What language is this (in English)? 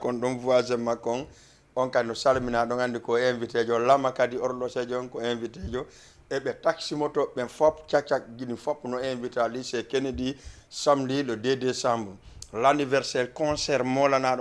Fula